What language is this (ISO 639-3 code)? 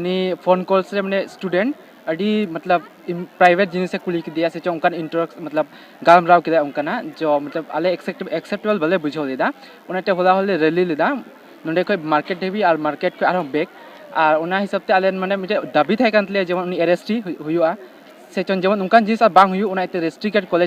sat